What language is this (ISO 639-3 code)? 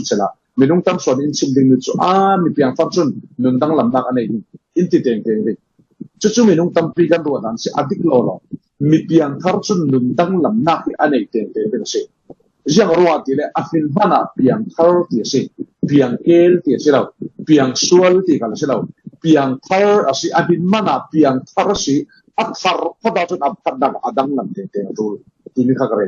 cfm